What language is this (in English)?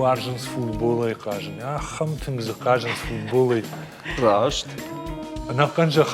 Ossetic